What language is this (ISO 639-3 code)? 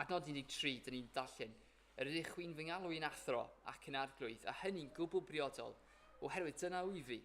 cym